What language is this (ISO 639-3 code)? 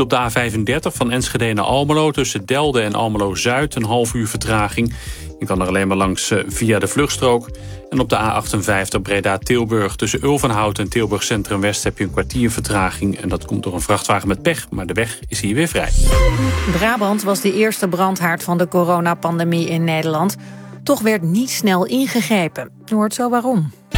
nld